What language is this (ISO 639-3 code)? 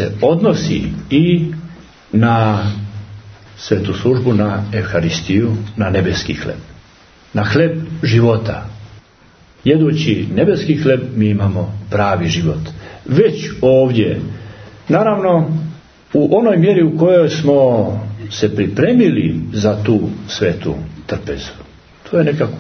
srp